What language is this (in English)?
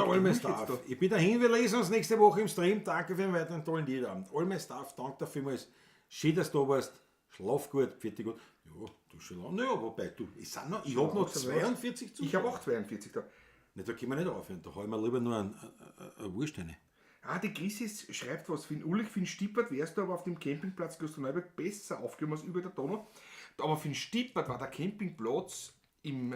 Bavarian